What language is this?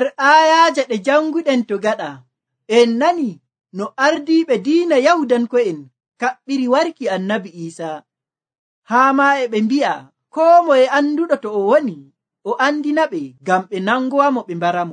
Nigerian Fulfulde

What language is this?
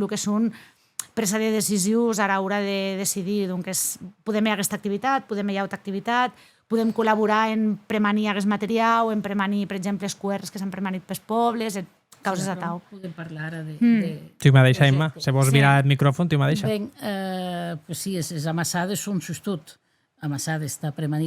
Occitan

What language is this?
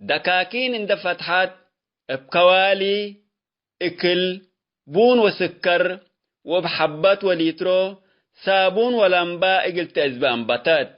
Tigre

